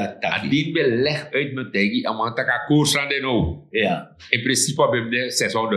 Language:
Sranan Tongo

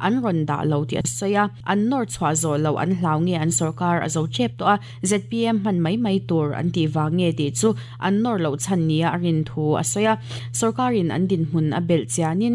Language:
Mizo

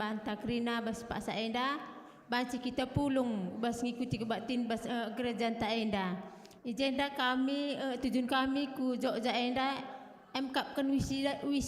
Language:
Batak Karo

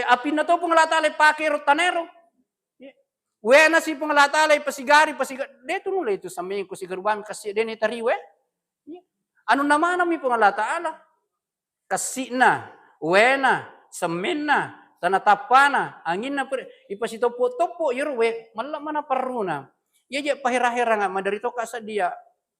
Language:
Buginese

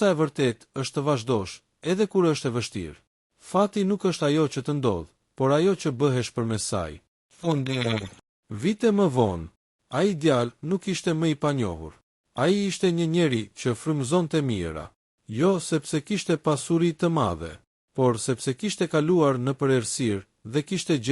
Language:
Albanian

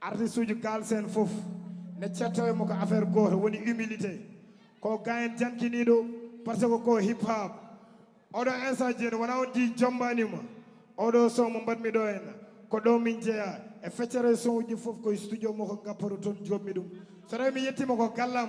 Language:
Fula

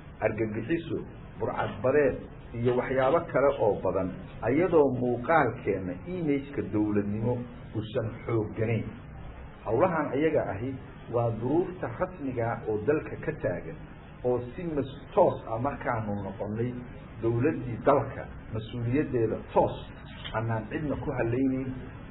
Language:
Somali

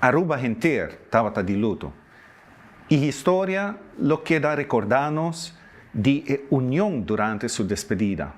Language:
Papiamento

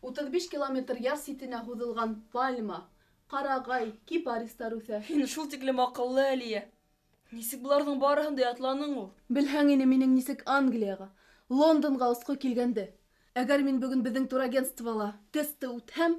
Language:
Bashkir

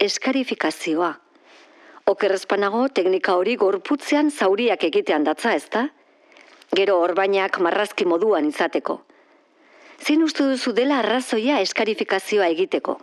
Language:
Basque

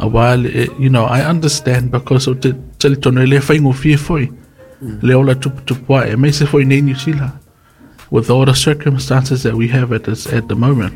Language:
Samoan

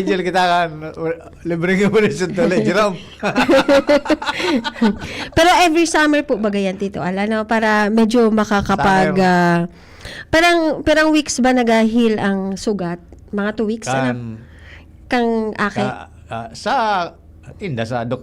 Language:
Bikol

